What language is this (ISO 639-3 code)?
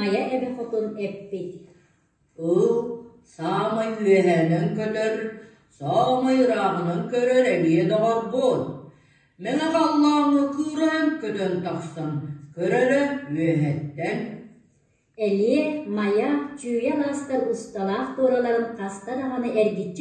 sah